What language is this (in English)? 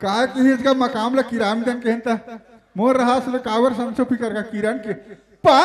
Chhattisgarhi